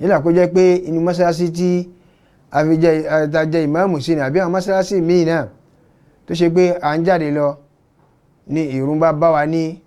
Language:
Yoruba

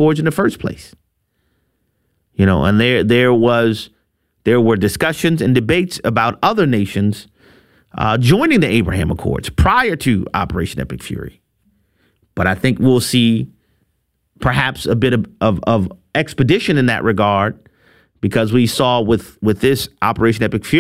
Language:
English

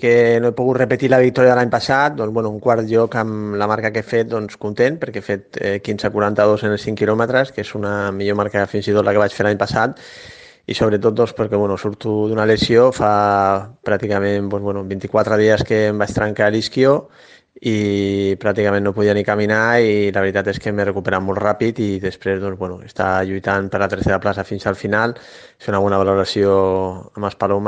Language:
Catalan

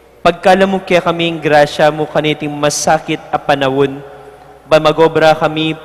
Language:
Pampanga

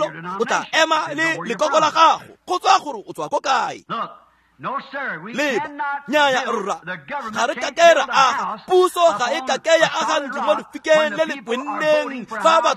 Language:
Tswana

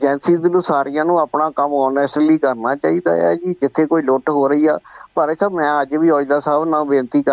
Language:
Punjabi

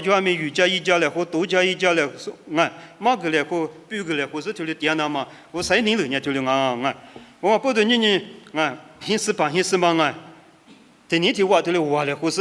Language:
Lisu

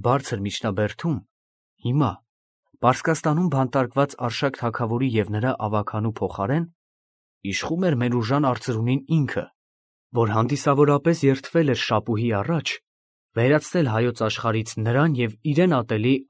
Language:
Armenian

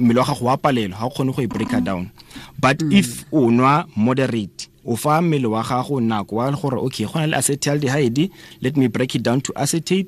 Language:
Tswana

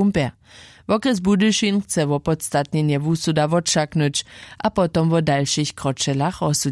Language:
Upper Sorbian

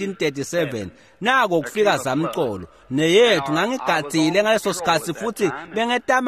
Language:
Swati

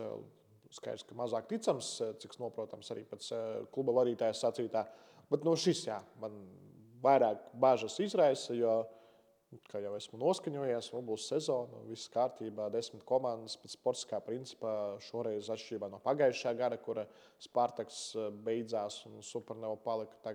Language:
Latvian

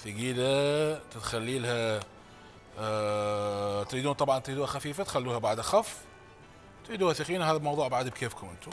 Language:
Mesopotamian Arabic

